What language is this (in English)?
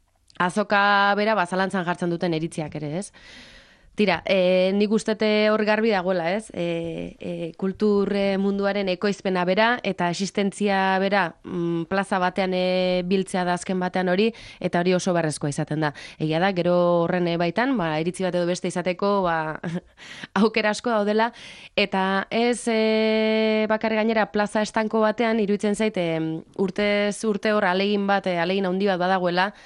Basque